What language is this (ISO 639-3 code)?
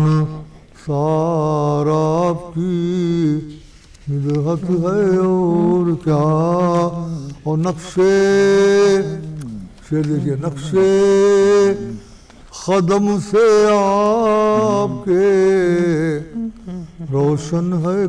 urd